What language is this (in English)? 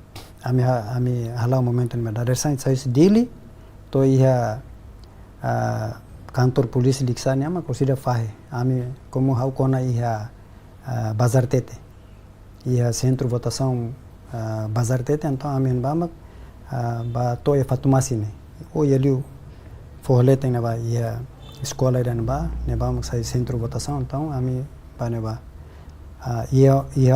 Tetum